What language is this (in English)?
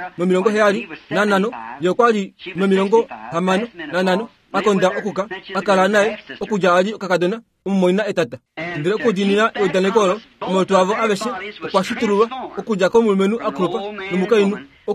Kuanyama